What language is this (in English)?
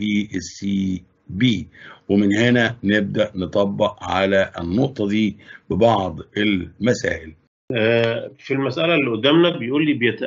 Egyptian Arabic